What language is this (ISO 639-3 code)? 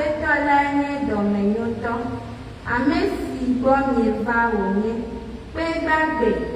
ewe